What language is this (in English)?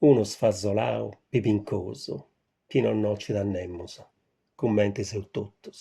Sardinian